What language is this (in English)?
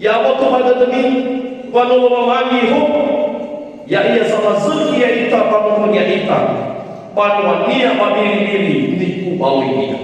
Nias